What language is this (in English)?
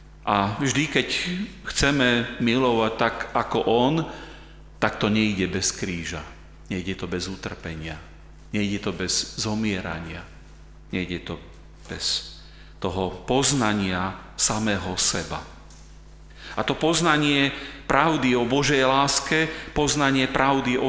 Slovak